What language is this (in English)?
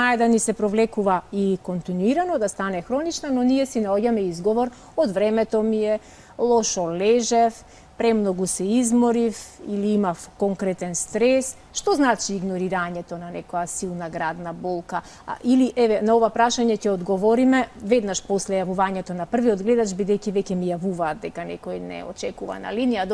Macedonian